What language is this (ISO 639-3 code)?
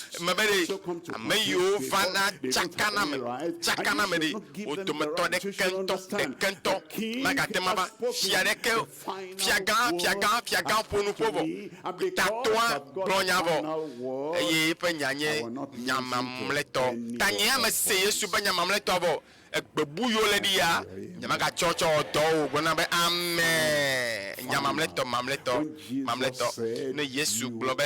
ewe